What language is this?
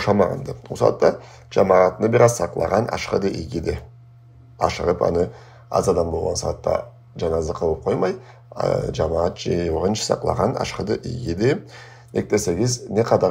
Karachay-Balkar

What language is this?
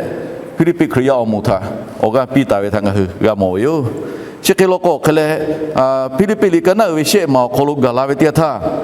Lahu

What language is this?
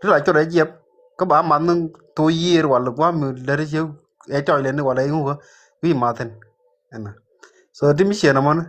Nuer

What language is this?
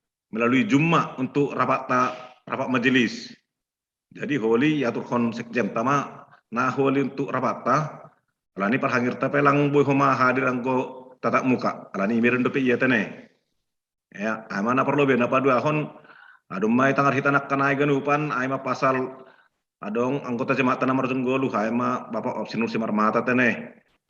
Batak Simalungun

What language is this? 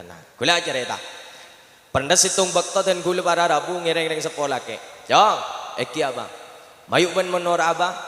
Madurese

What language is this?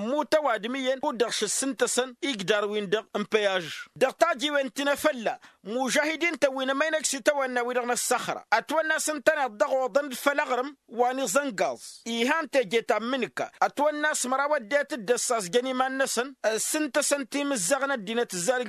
Tamasheq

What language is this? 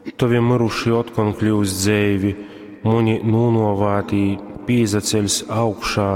Latgalian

